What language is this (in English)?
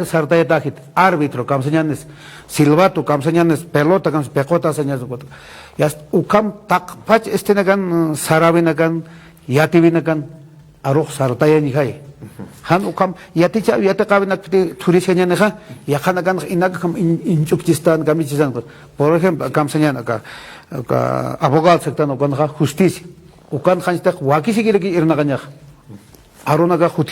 Aymara